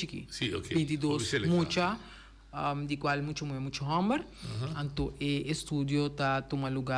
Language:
Papiamento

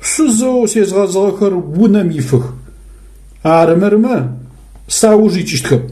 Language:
Adyghe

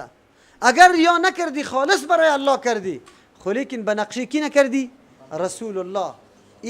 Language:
Persian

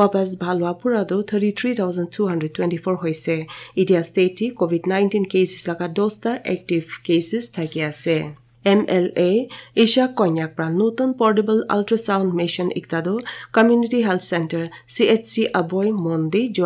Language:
Naga Pidgin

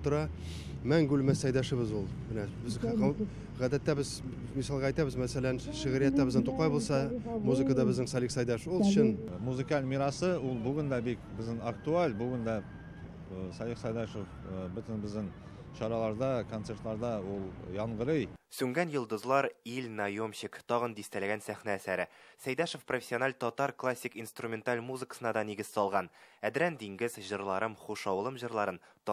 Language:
Tatar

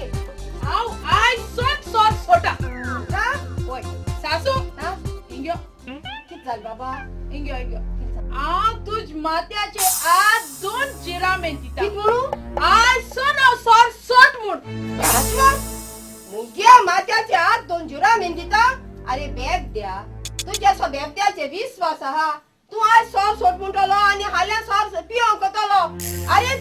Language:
Konkani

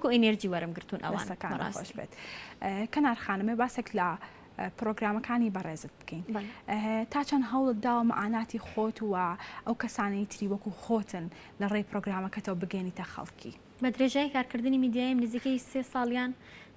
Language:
Central Kurdish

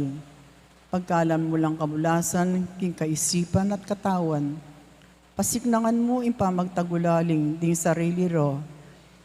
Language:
Pampanga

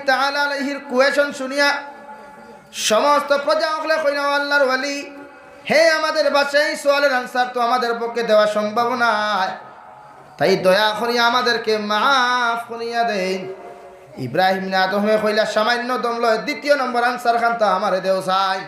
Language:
Sylheti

